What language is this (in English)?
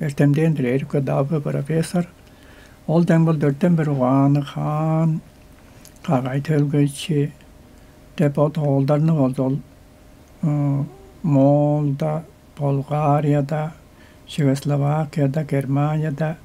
Tuvinian